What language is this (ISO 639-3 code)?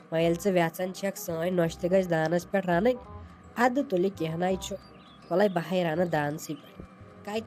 kas